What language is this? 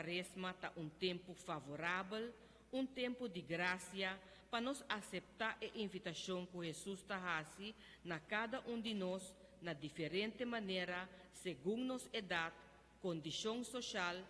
Papiamento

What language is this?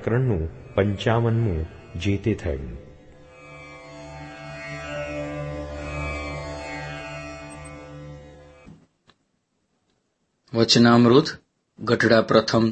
Gujarati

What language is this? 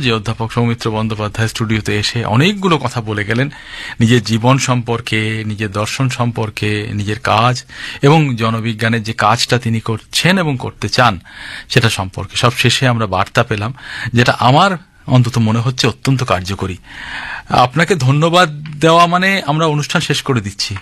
Bangla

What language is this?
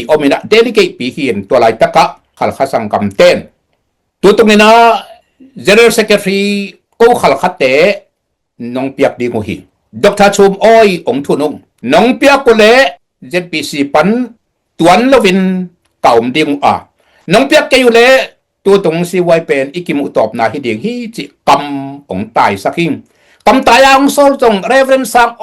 Tedim Chin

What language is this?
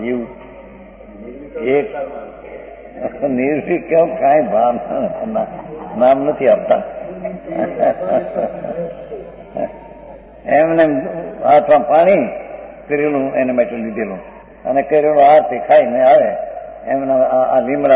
Gujarati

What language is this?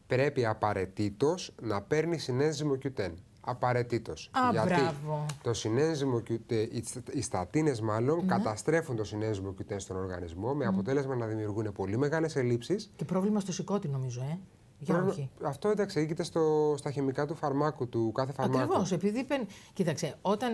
Greek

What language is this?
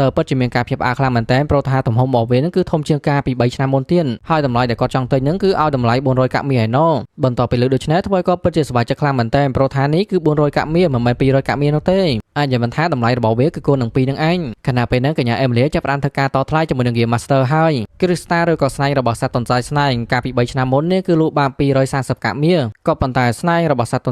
Khmer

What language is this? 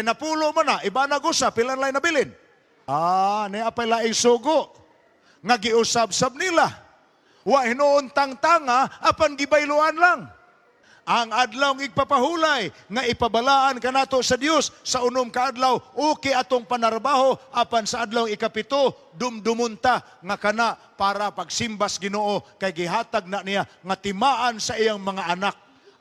Cebuano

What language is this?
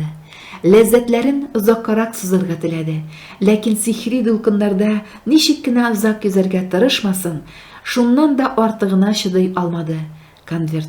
Tatar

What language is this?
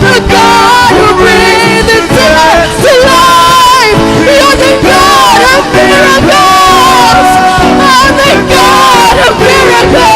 Waray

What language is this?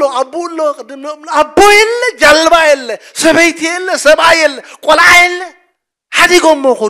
Tigrinya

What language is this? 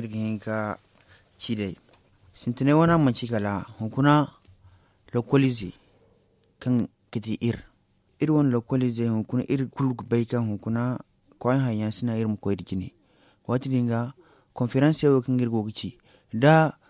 Zarma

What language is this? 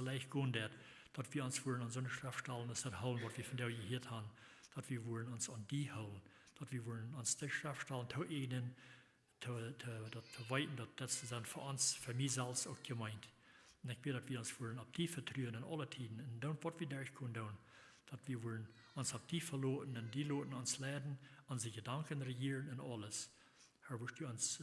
Plautdietsch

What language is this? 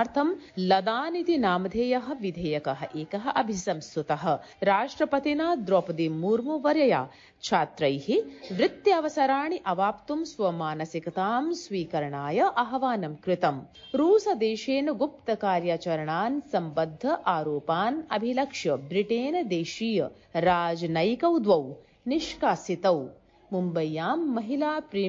Sanskrit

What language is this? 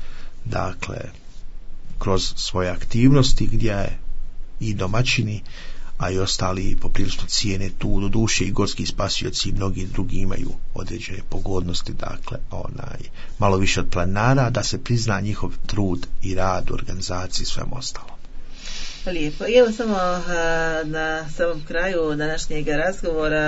Croatian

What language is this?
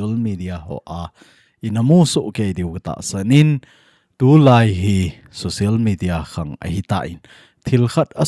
Thado Chin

